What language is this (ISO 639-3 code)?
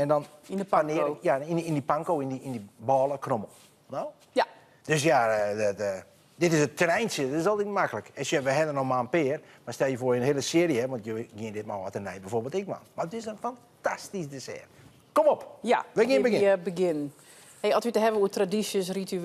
fry